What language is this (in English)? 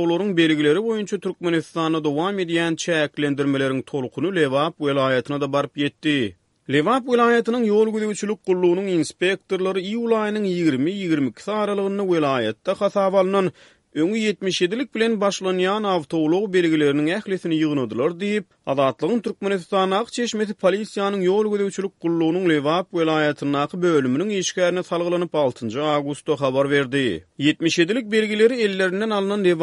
Turkmen